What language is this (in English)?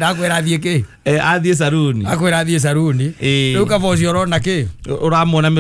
Kikuyu